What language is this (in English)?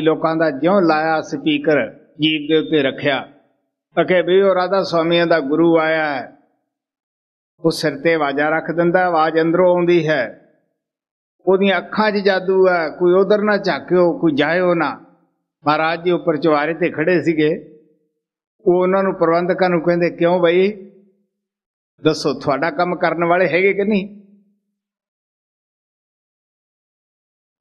Punjabi